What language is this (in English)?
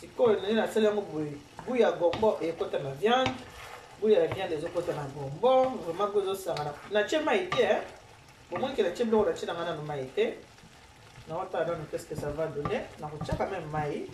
Lingala